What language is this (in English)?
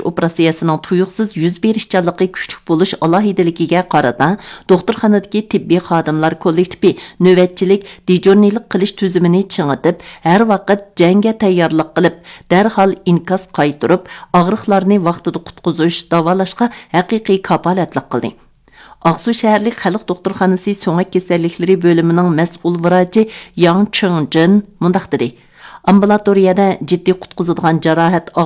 Uyghur